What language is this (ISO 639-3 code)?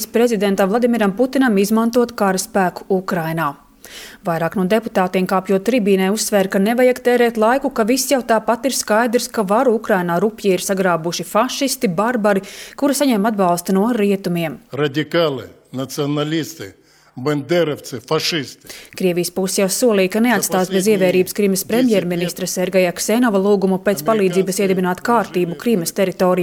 lav